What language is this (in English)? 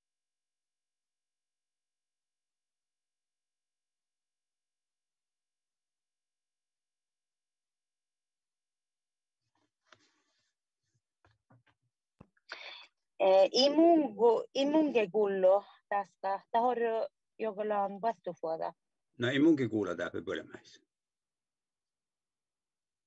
Finnish